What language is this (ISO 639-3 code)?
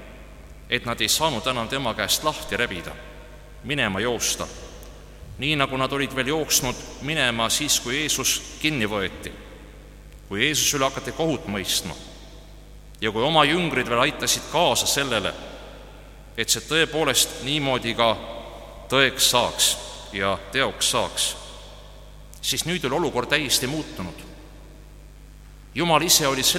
est